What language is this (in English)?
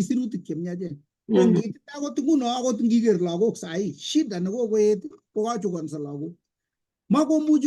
Kalenjin